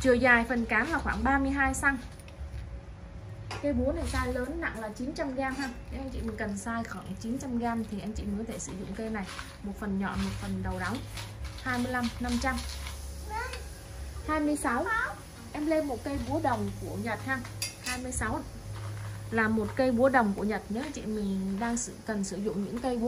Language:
Vietnamese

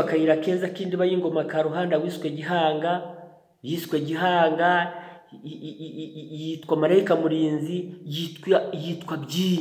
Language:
Kinyarwanda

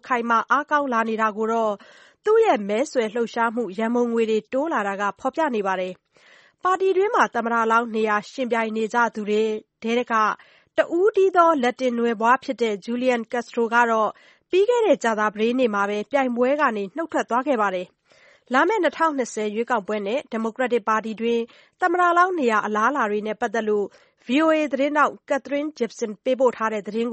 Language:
Burmese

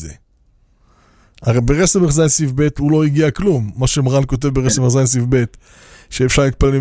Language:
Hebrew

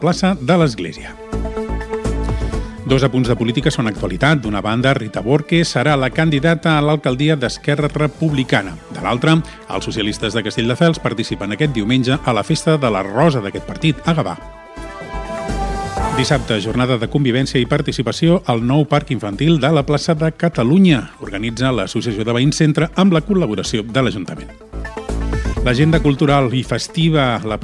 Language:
Catalan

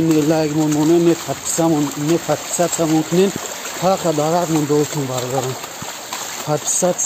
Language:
Tajik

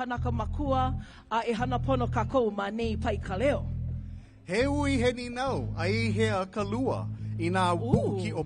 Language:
Hawaiian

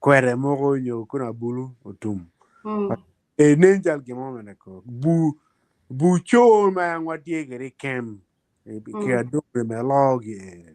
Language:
Acoli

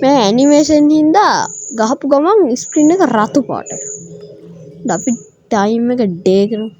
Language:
Sinhala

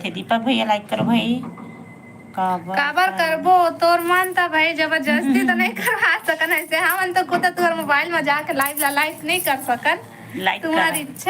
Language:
Chhattisgarhi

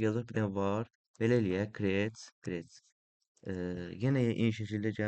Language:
Azerbaijani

